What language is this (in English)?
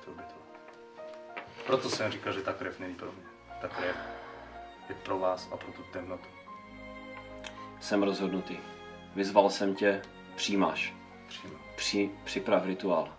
Czech